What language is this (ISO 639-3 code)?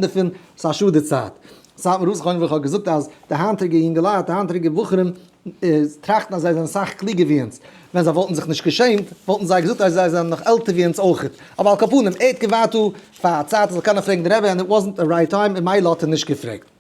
yid